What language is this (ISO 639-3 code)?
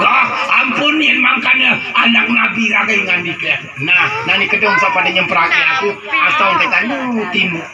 sas